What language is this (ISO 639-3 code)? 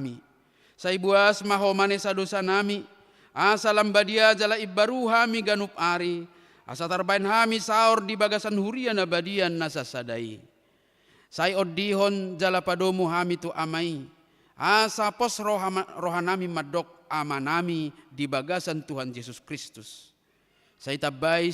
bbc